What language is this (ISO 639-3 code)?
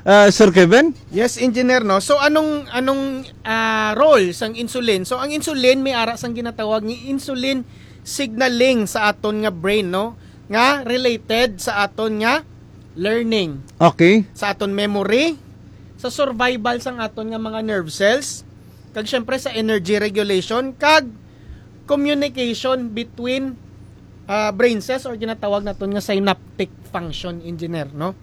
hil